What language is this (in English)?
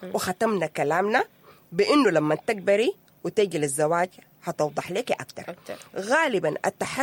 Sudanese Arabic